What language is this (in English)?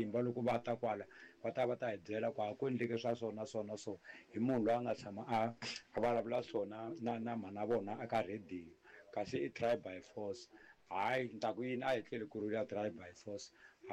Tsonga